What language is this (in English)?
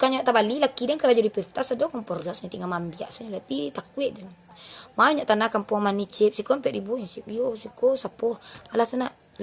Minangkabau